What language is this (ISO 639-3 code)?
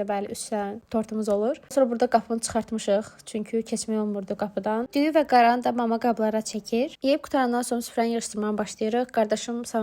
aze